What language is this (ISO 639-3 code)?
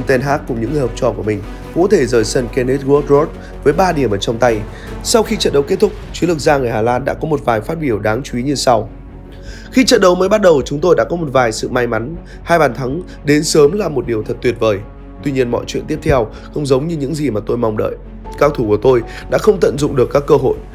vie